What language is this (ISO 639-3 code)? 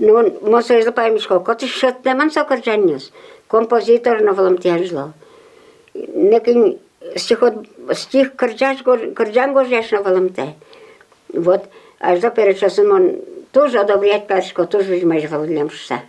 udm